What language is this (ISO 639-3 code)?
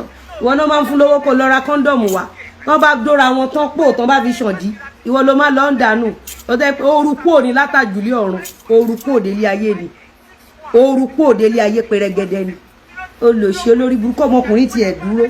yor